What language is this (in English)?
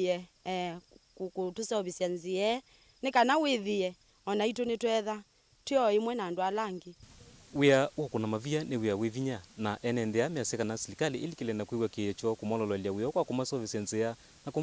Kamba